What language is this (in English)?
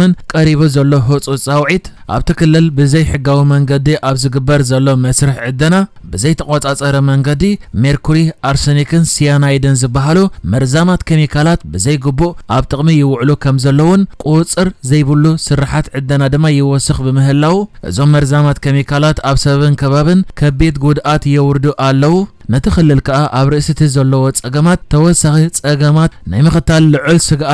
Tigrinya